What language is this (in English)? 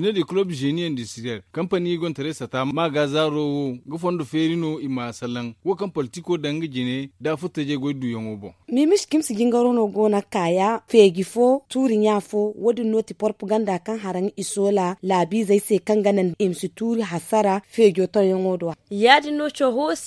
Zarma